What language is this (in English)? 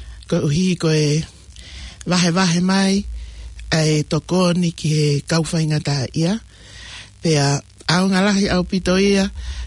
Tongan